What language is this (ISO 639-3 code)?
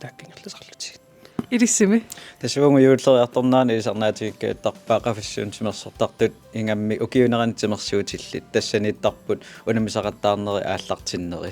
kal